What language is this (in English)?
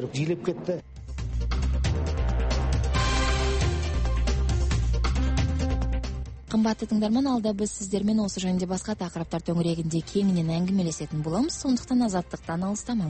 Kazakh